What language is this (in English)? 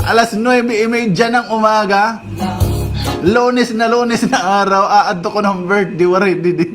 Waray